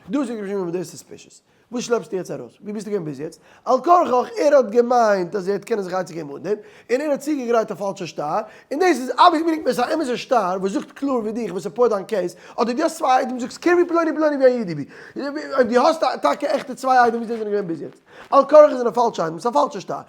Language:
Yiddish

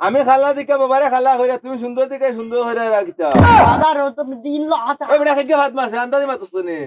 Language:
Sylheti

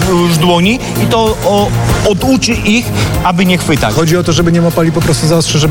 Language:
Polish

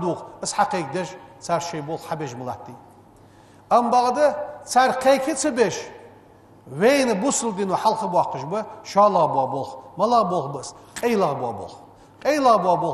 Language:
Ingush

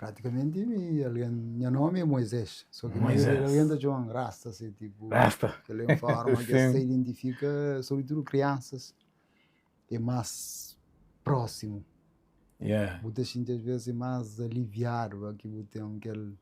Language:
Kabuverdianu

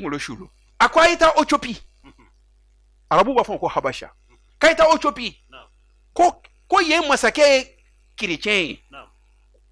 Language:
Bambara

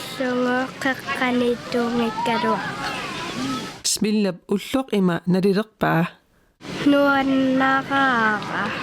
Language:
Kalaallisut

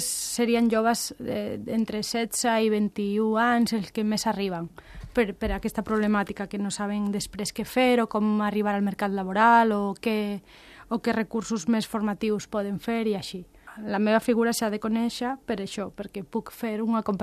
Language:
Catalan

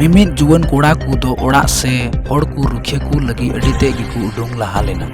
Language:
Santali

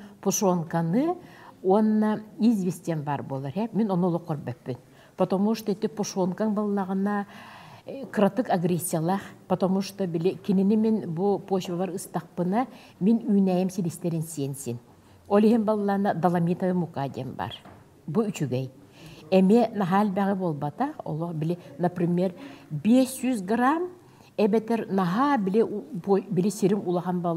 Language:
Yakut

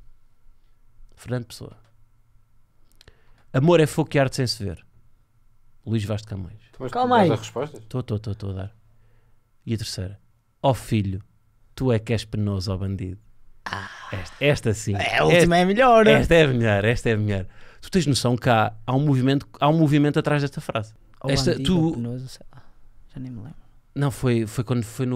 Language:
Portuguese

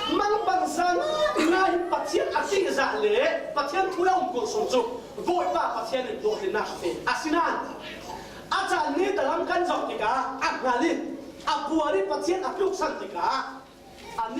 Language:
Falam Chin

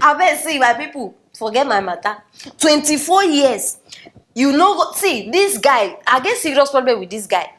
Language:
Nigerian Pidgin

